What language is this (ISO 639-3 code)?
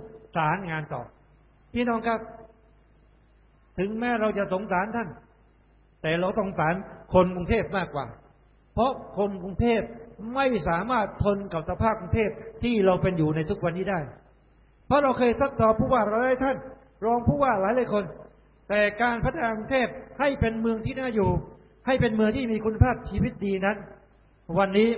tha